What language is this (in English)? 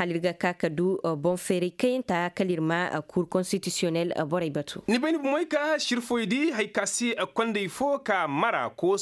Koyraboro Senni